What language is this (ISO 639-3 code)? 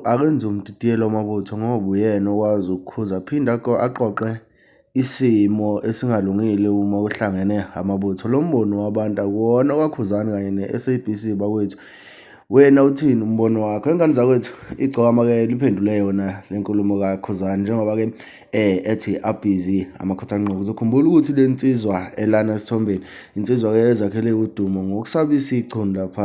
zul